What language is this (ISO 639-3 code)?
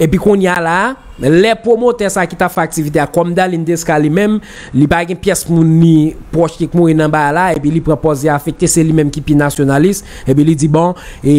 hat